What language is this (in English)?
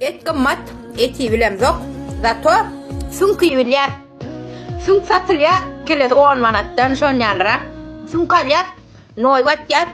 Turkmen